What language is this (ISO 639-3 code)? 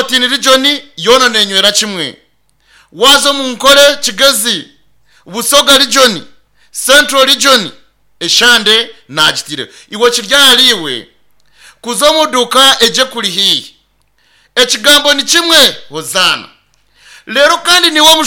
nyn